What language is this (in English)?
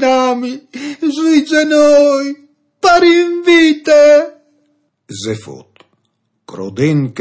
Friulian